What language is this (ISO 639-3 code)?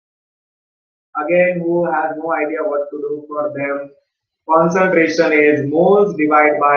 eng